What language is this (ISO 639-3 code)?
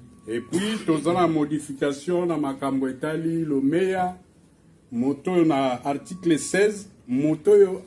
lin